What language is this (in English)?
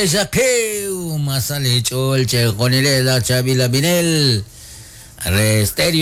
Kekchí